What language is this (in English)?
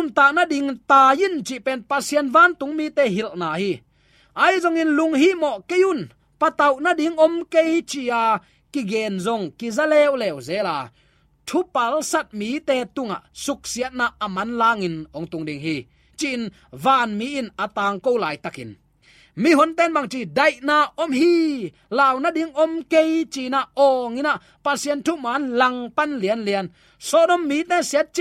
Tedim Chin